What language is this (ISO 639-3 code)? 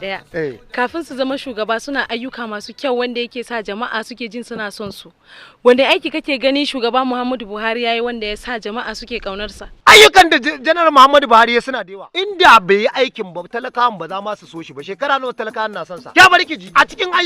hau